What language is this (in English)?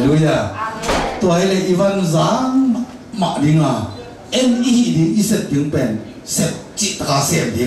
Tedim Chin